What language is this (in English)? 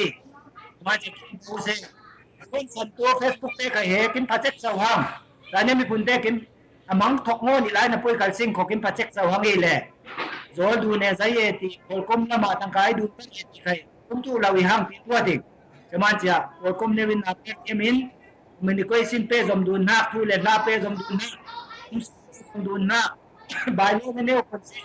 Falam Chin